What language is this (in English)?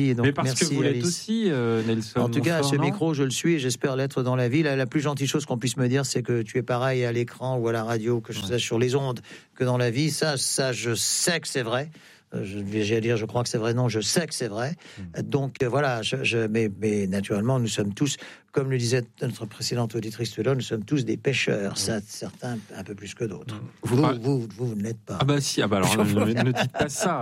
French